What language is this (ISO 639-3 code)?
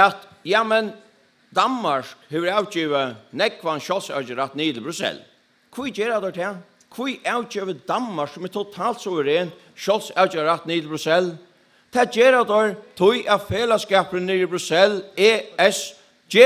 fao